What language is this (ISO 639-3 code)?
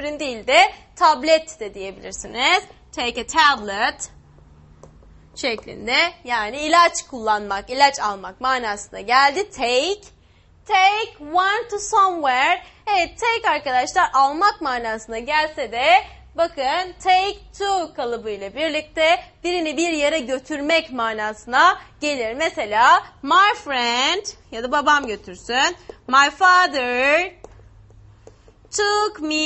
tur